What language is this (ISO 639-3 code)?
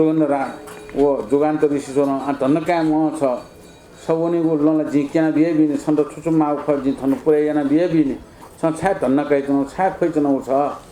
new